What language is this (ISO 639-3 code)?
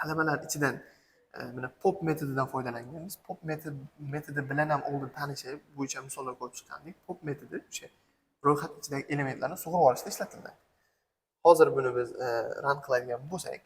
uzb